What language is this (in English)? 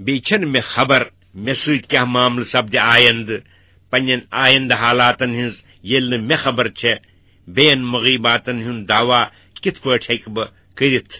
Kashmiri